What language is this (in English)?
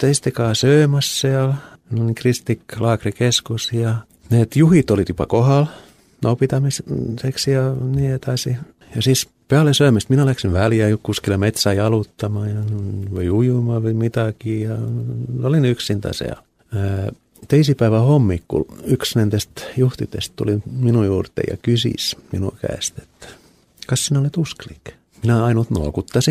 Estonian